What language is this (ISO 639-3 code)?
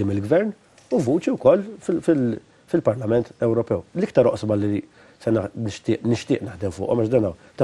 mlt